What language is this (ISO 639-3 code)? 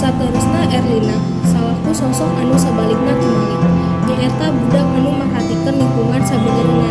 sun